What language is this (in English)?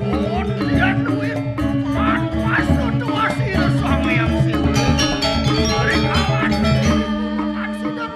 Balinese